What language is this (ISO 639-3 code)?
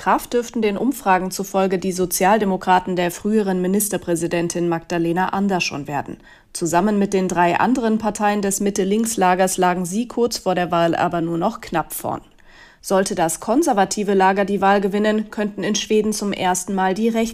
deu